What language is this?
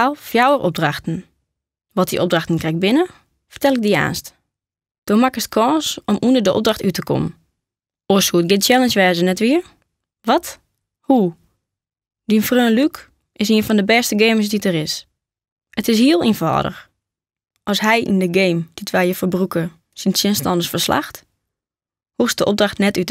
Western Frisian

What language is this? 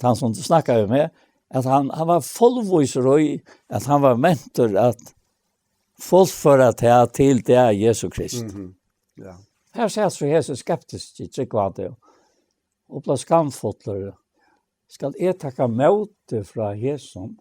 Faroese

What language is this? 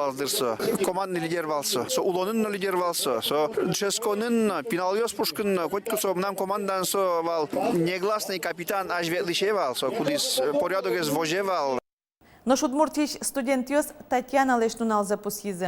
Udmurt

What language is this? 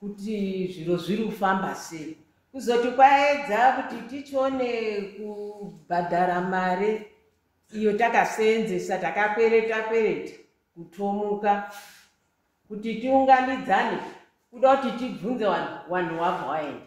Shona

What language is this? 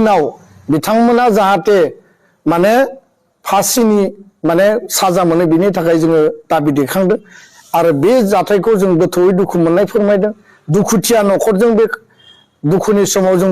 Bodo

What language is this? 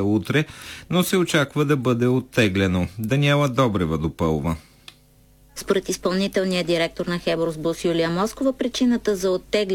Bulgarian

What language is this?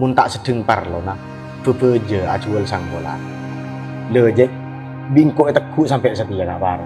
Madurese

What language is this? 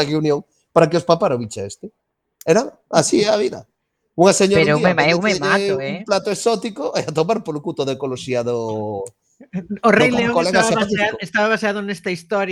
Galician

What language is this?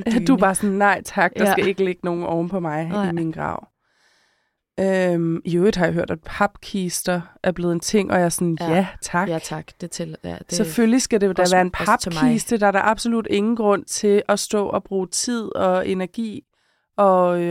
Danish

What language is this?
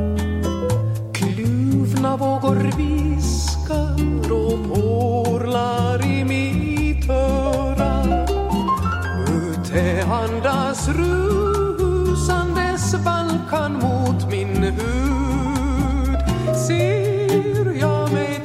Swedish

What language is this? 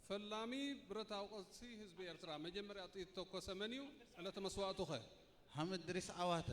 Tigrinya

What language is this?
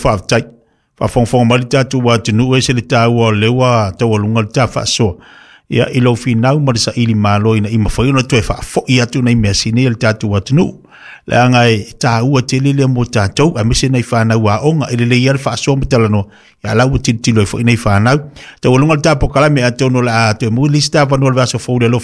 Samoan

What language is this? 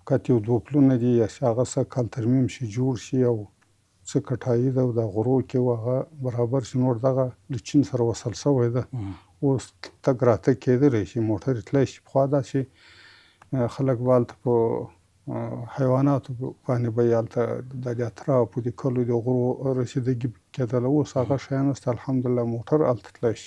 Pashto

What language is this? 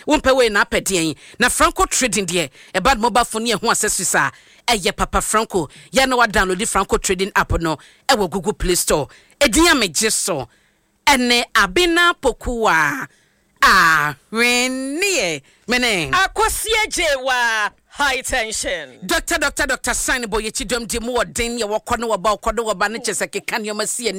Akan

